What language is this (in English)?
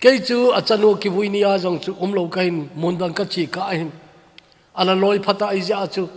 Thado Chin